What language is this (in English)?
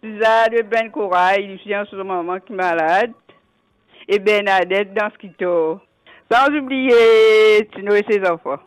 Morisyen